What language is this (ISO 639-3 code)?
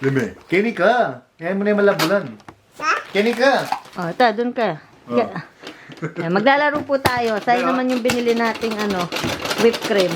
pam